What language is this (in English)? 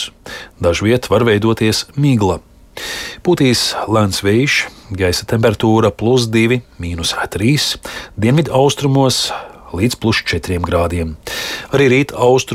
Latvian